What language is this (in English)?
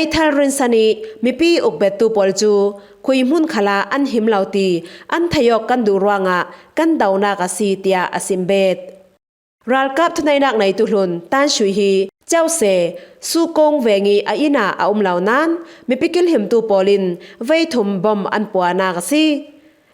Falam Chin